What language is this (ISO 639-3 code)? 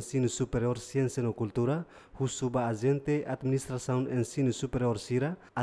tet